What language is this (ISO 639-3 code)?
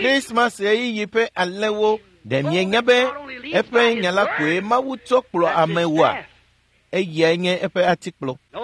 ewe